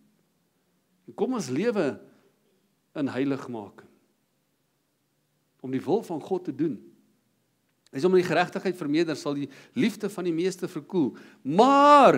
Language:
Afrikaans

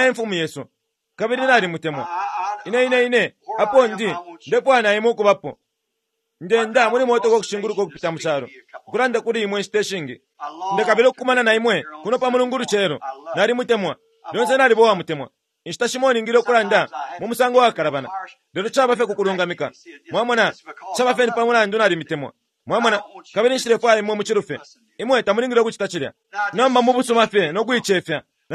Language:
Bemba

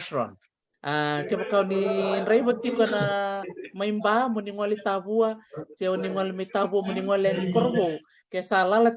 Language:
Fijian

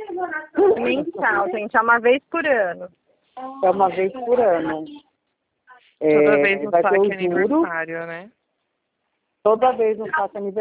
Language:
Portuguese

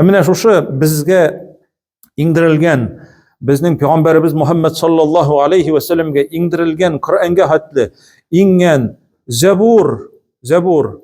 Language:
Tatar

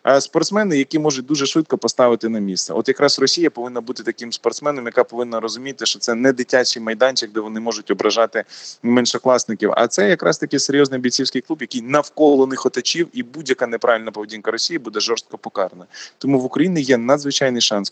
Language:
Ukrainian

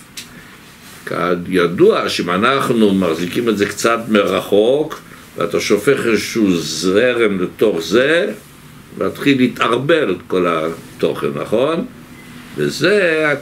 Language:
Hebrew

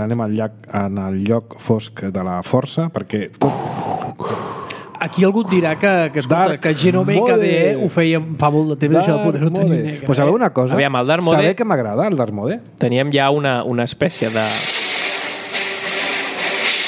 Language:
Catalan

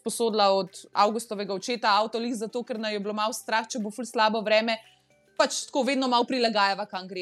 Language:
Slovenian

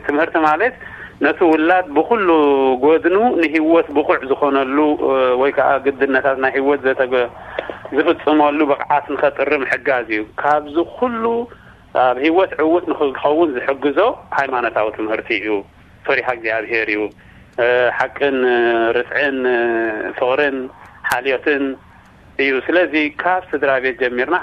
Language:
Tigrinya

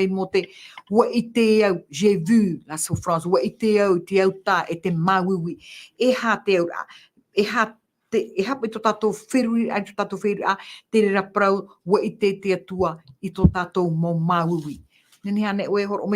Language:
Tahitian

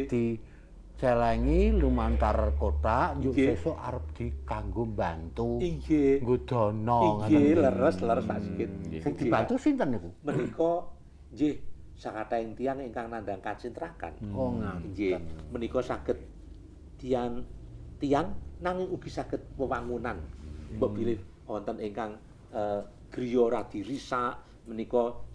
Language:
Javanese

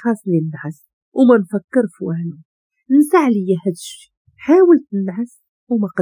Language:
Moroccan Arabic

